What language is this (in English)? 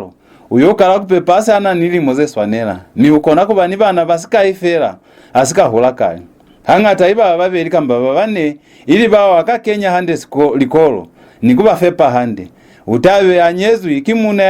Lozi